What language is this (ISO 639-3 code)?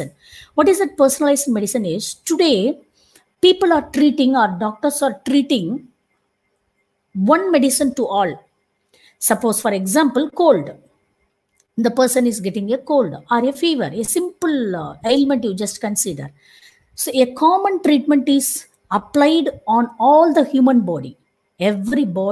eng